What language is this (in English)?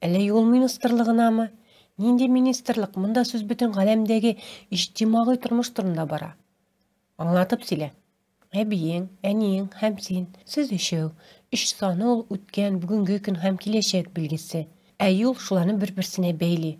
Tatar